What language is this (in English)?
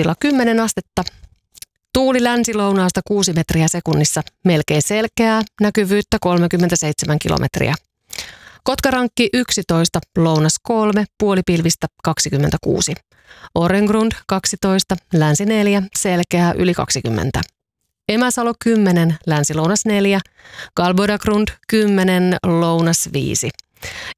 Finnish